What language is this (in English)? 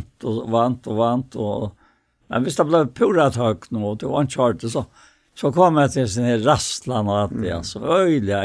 Faroese